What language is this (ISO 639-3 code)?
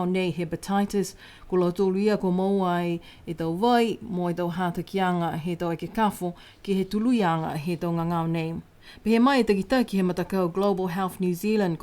niu